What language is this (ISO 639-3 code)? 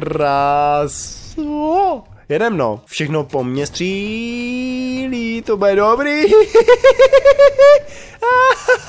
ces